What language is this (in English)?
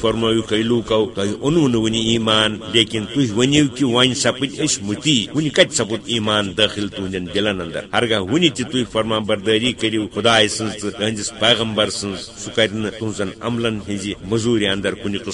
Kashmiri